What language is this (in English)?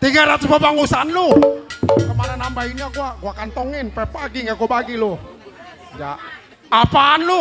Betawi